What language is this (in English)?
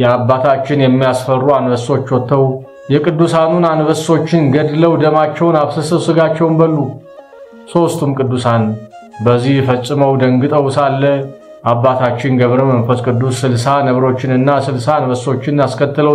Amharic